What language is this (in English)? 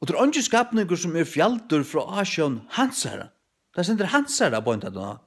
Faroese